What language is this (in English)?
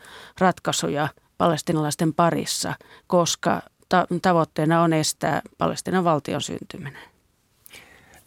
Finnish